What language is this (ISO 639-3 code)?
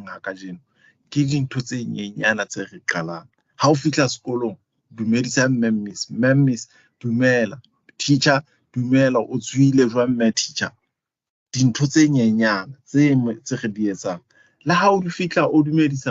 sot